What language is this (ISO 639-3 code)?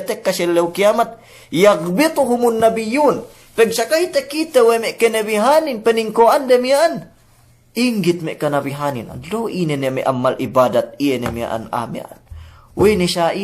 yka